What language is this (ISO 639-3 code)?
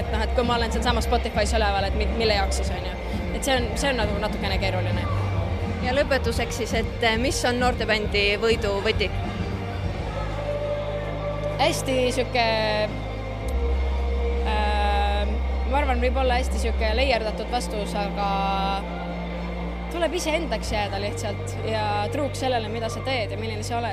est